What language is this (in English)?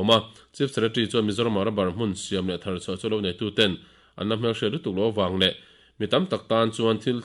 Mizo